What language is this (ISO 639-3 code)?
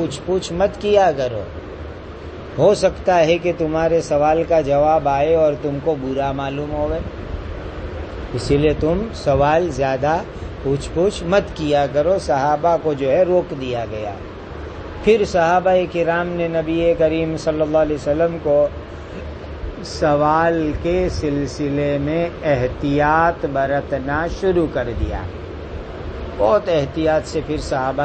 urd